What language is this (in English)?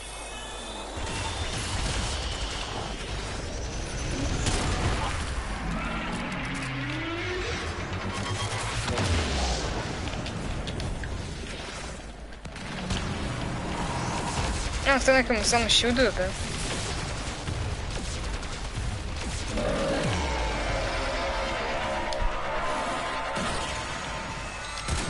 Bulgarian